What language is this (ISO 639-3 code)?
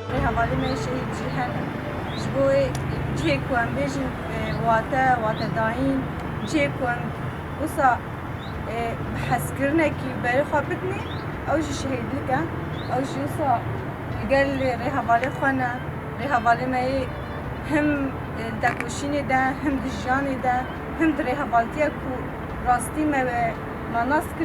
kur